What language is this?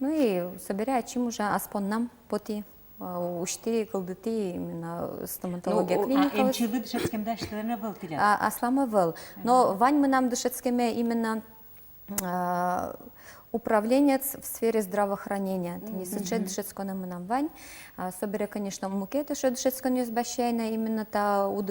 Udmurt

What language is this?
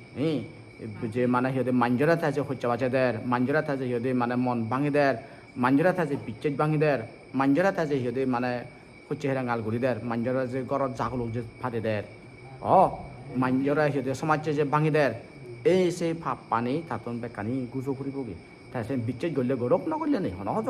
Chakma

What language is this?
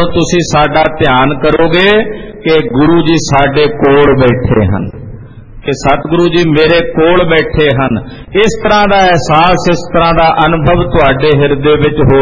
Punjabi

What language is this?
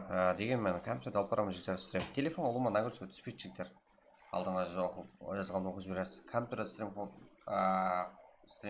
Kara-Kalpak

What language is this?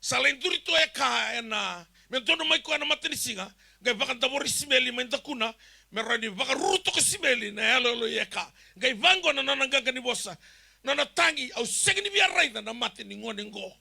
Fijian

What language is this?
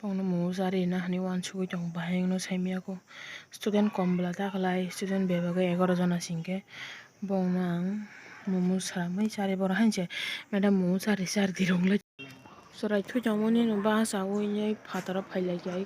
Kok Borok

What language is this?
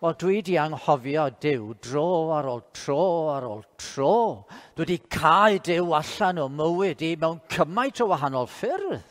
Welsh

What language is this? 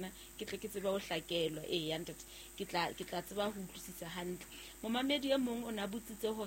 Southern Sotho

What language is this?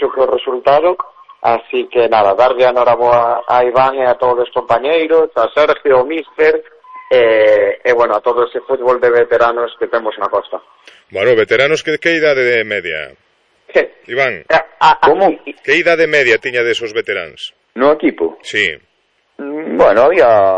Galician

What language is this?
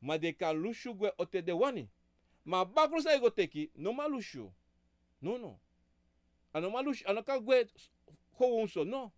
Sranan Tongo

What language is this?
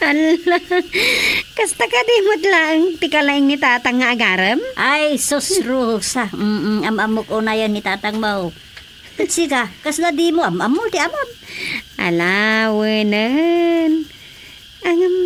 Iloko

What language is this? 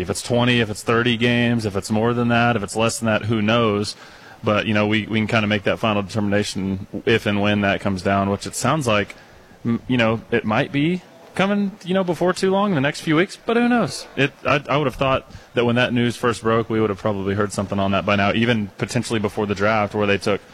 English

